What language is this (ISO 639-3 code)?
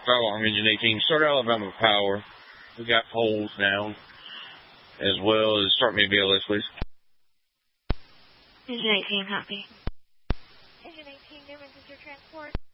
eng